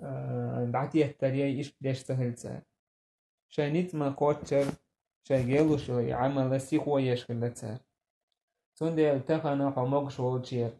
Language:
Chechen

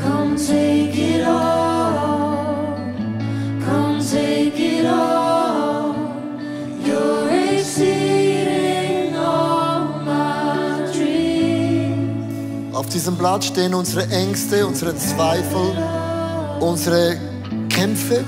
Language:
Swiss German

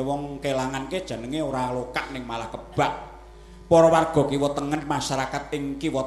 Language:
Javanese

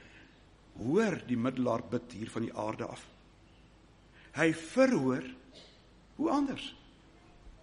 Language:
Afrikaans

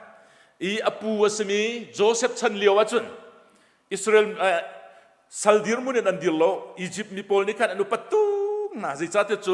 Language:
Hakha Chin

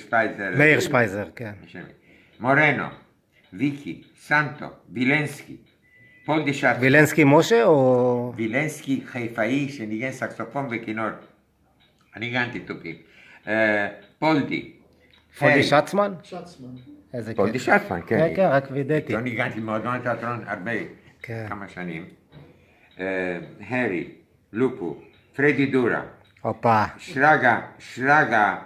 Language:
Hebrew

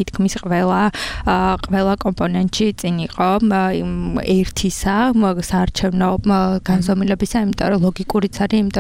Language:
Georgian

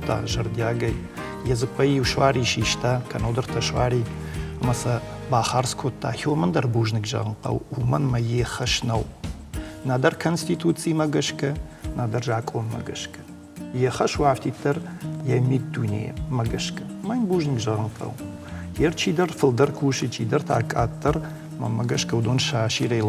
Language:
Ossetic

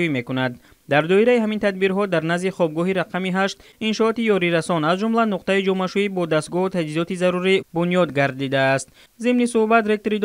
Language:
Tajik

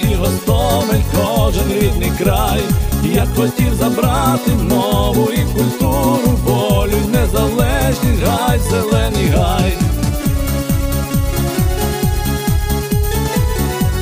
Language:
Ukrainian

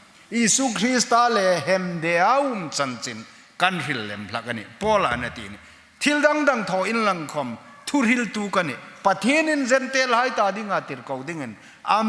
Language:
Hmar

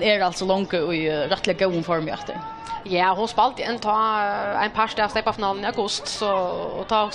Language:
Faroese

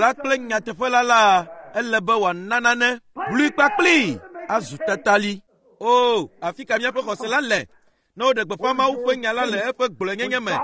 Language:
Ewe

